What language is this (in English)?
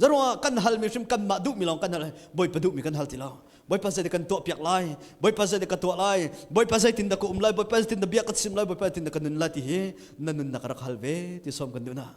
Hakha Chin